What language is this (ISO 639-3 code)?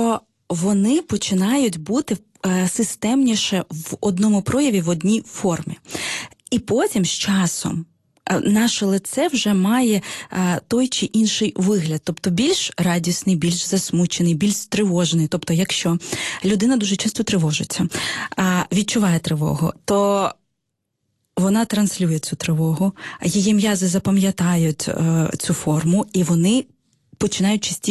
ukr